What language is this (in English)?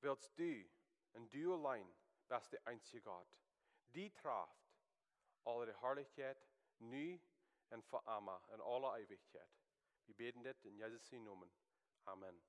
Plautdietsch